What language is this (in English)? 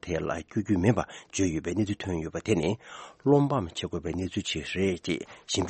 Tibetan